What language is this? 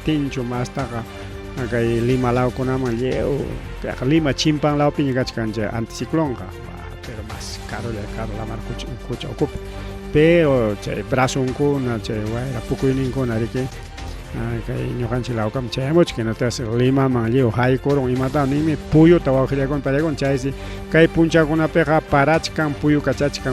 Ayacucho Quechua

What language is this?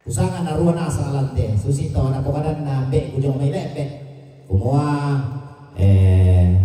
Toraja-Sa'dan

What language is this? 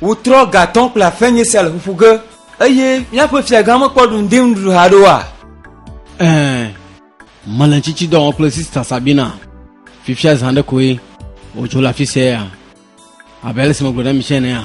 Ewe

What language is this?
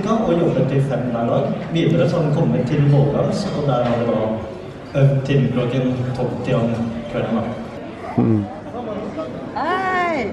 Norwegian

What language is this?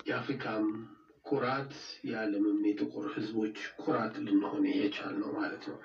Amharic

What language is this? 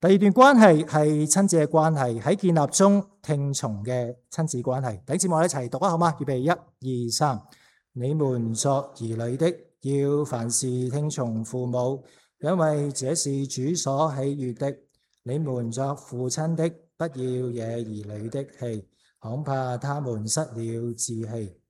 Cantonese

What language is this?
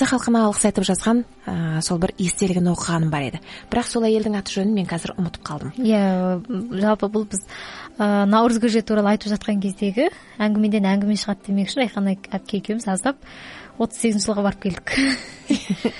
Kazakh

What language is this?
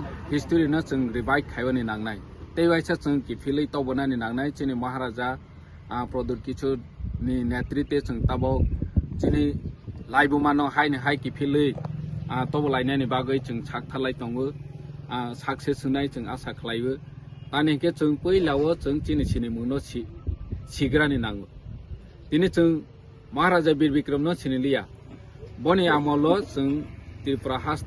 Kok Borok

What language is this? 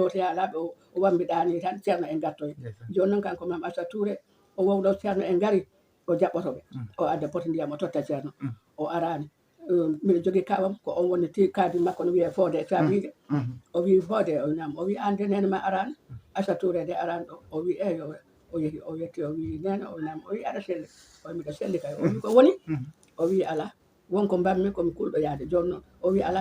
Fula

